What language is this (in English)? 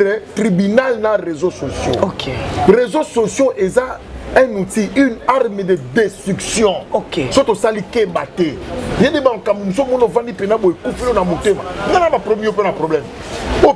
Lingala